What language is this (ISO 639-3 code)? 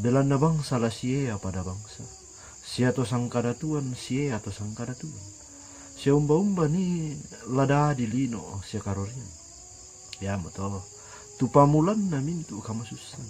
sda